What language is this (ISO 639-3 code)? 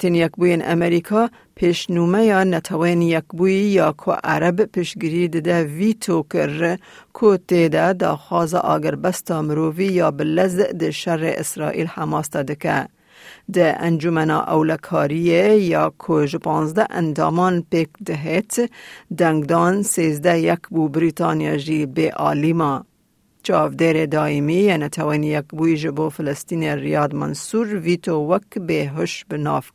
kur